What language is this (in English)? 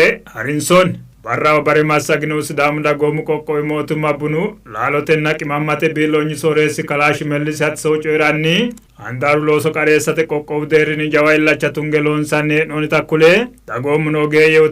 Sidamo